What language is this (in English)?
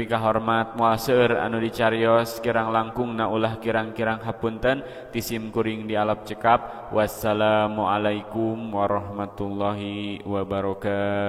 Sundanese